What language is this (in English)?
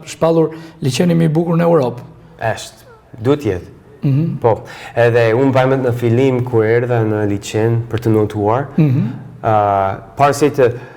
Albanian